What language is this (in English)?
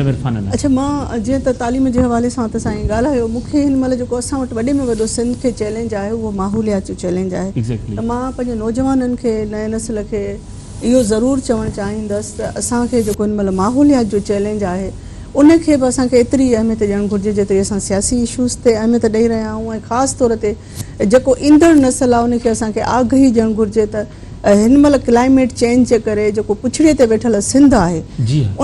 Sindhi